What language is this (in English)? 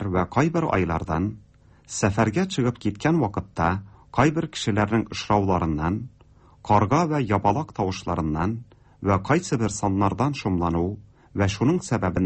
Tatar